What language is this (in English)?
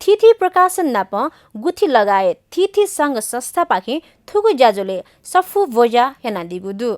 Newari